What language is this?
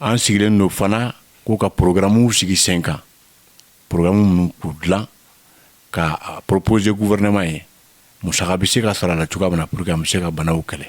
Bambara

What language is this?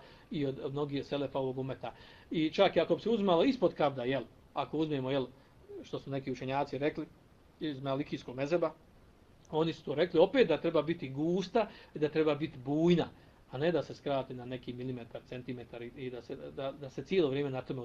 Bosnian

